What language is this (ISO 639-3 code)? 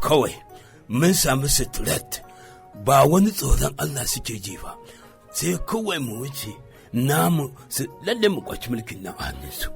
hau